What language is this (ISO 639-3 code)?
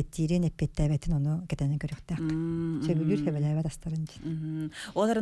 sah